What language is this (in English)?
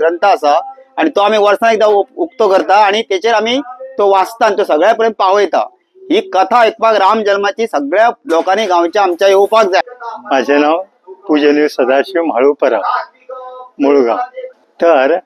Konkani